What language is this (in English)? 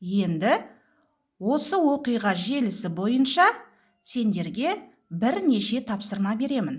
Kazakh